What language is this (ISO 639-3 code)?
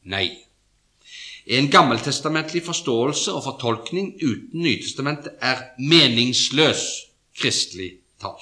nor